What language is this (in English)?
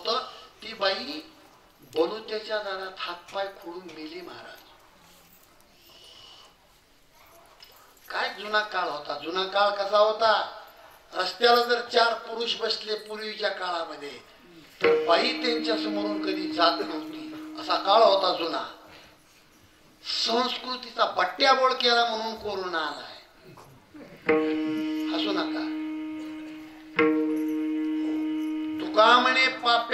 Marathi